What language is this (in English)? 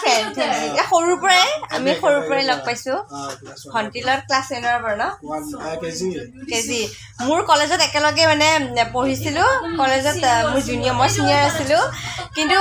Assamese